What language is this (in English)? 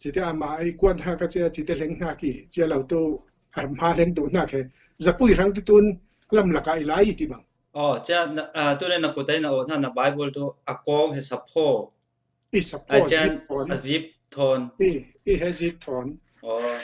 Falam Chin